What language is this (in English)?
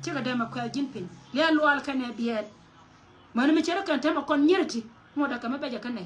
Nuer